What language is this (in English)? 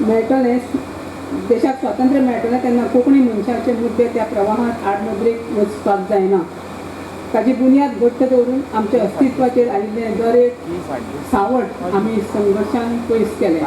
Konkani